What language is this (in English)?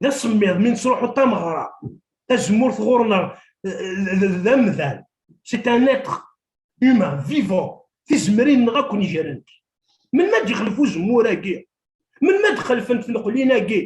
Kabyle